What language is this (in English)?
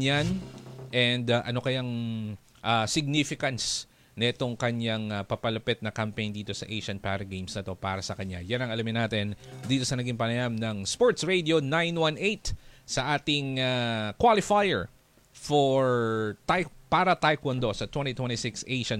Filipino